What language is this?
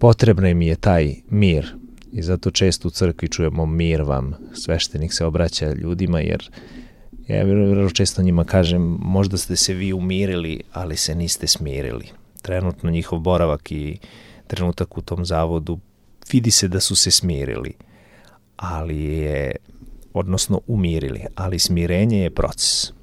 Serbian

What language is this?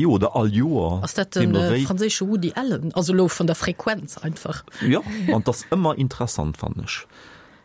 Luxembourgish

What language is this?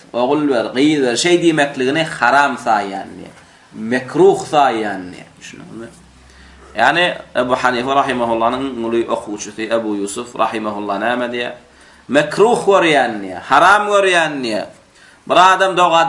Turkmen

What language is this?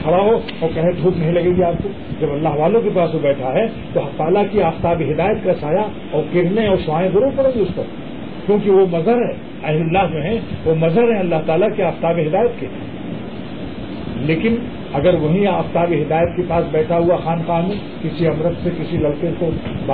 Urdu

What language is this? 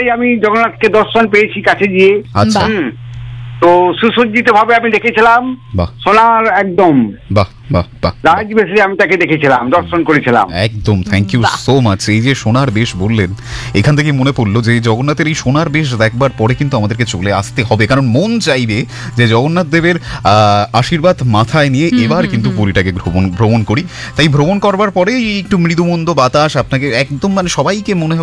Bangla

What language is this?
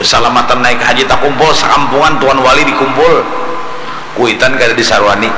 Banjar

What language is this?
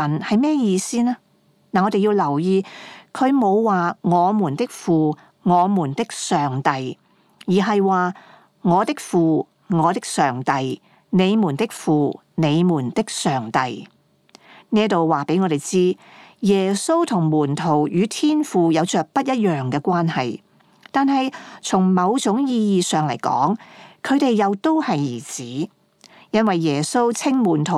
Cantonese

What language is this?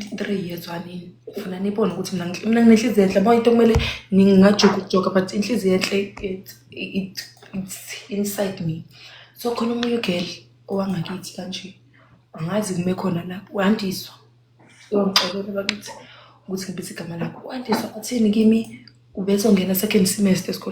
Zulu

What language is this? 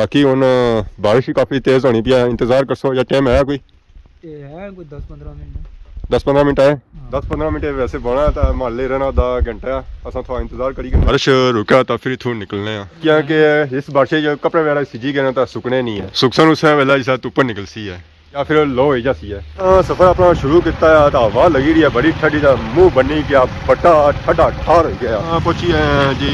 Pahari-Potwari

